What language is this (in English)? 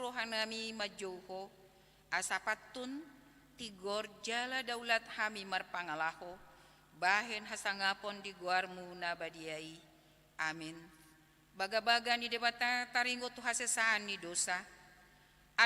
Batak Toba